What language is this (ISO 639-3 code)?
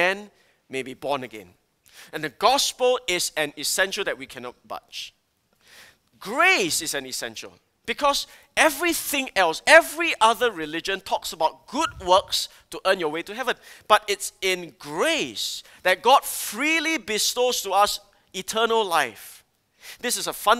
eng